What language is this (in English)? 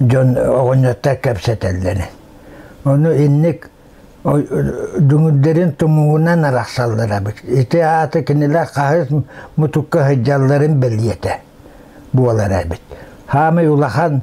Yakut